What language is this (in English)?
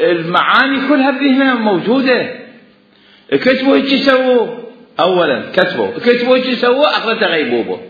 Mesopotamian Arabic